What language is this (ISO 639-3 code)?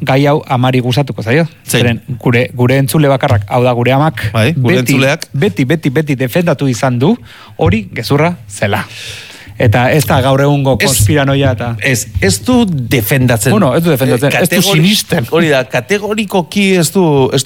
eus